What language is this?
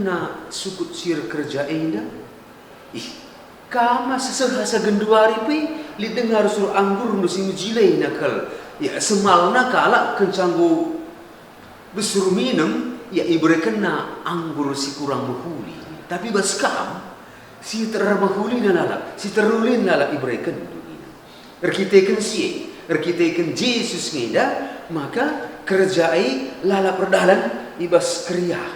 Batak Karo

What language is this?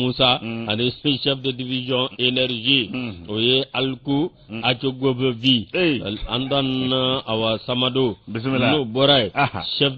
Bambara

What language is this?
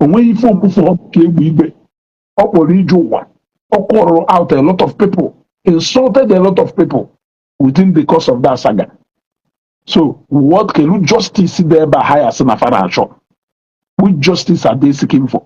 Igbo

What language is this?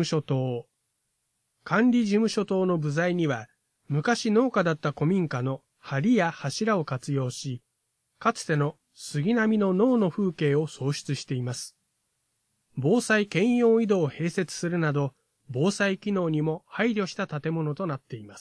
Japanese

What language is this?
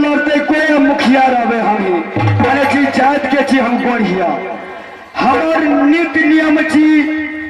Maithili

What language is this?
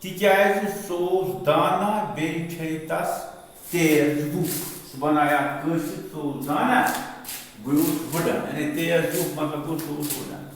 Kashmiri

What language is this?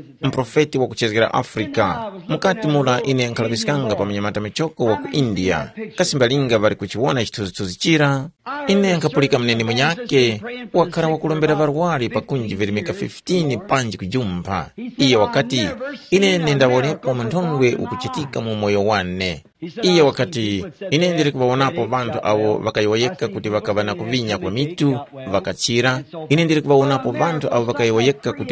Tumbuka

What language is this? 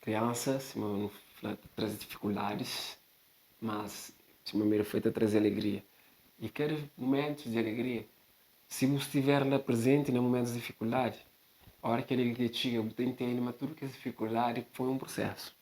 Kabuverdianu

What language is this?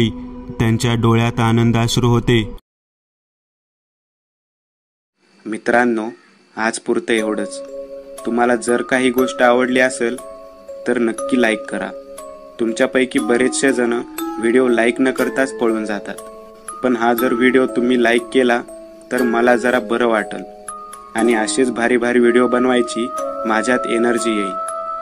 Marathi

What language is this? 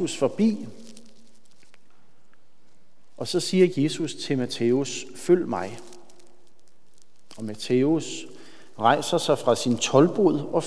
Danish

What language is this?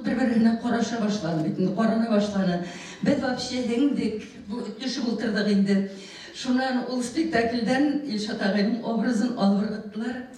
Bashkir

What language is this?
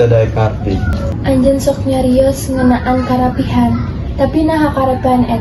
Sundanese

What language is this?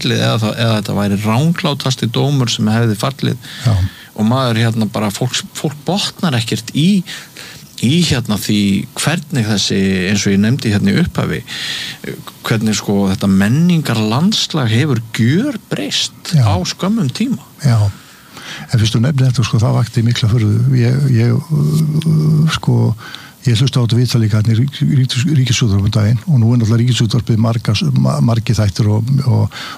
Icelandic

